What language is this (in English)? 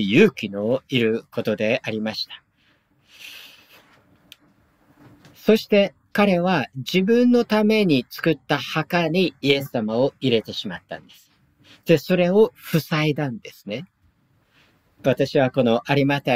Japanese